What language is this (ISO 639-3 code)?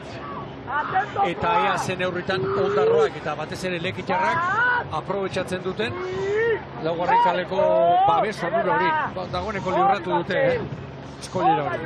eus